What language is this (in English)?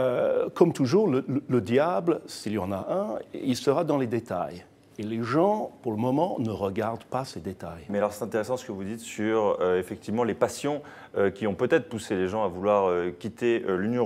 French